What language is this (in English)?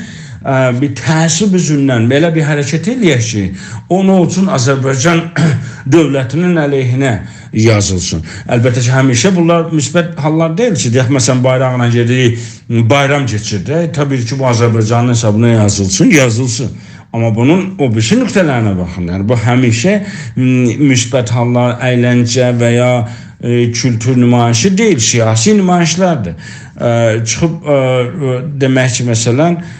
South Azerbaijani